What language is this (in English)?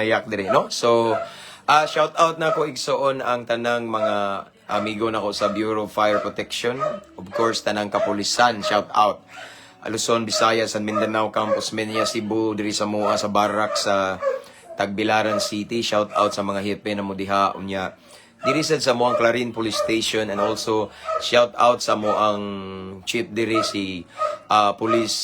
Cebuano